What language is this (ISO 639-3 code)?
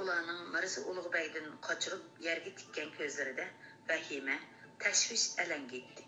uig